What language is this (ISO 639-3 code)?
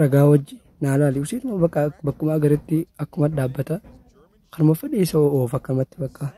orm